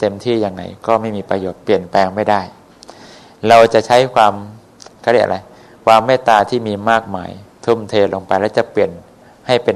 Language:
Thai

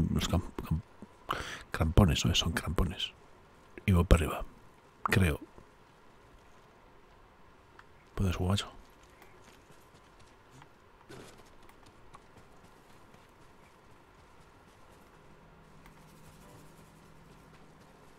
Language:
Spanish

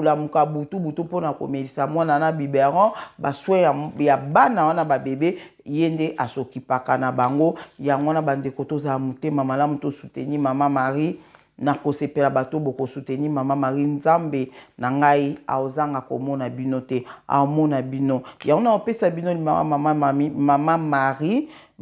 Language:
Lingala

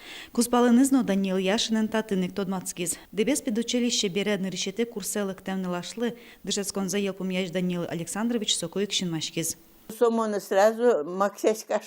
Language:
Udmurt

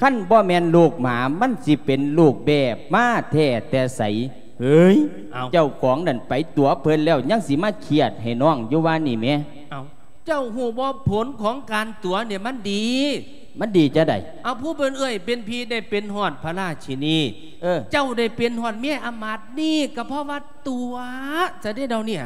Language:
Lao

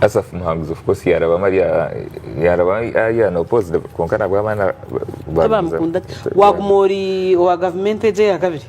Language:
Nyankole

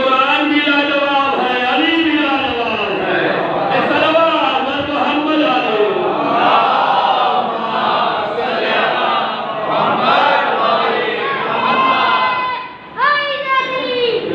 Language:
Urdu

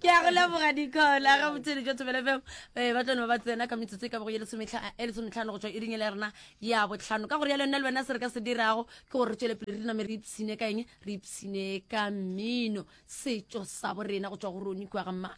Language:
Northern Sotho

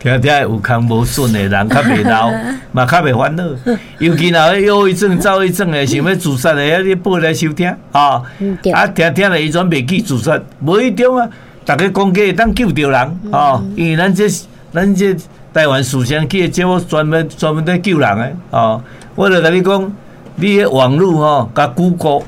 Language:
Min Nan Chinese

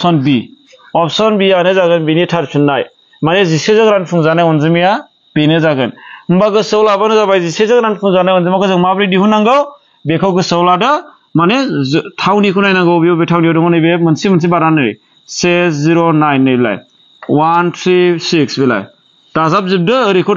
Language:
Bodo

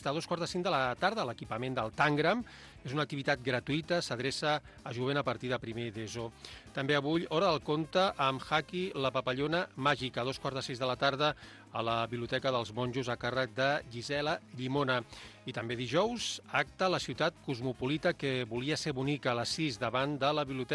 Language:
Catalan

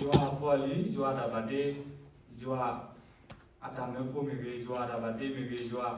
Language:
S'gaw Karen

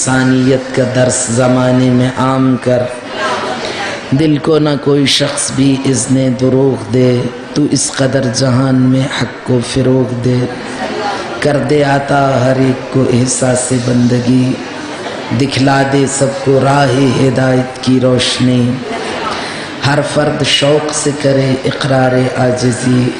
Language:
Urdu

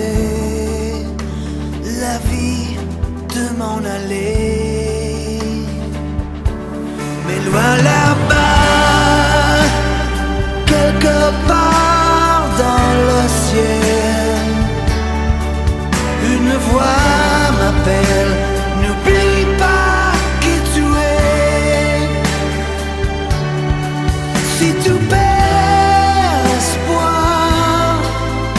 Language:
French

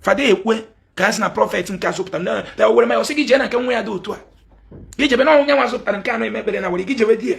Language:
Igbo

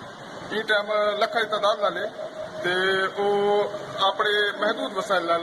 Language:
Saraiki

